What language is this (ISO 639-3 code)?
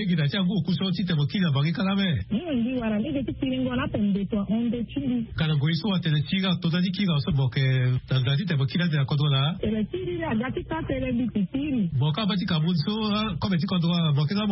sag